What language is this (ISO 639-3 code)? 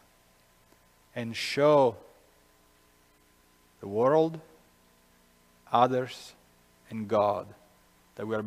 eng